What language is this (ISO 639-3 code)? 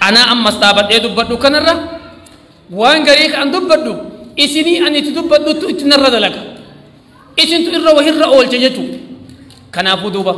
orm